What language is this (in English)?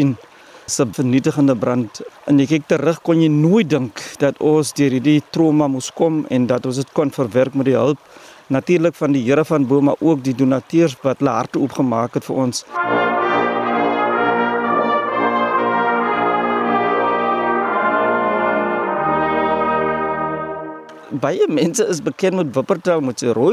Afrikaans